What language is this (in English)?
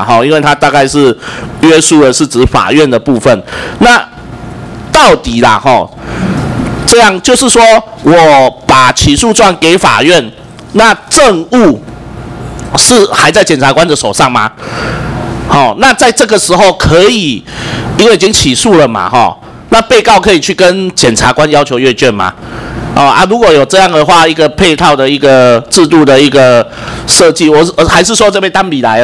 Chinese